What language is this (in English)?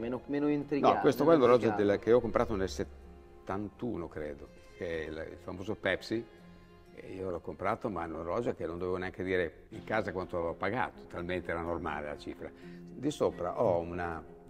Italian